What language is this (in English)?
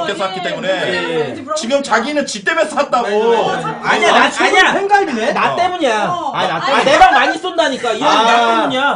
Korean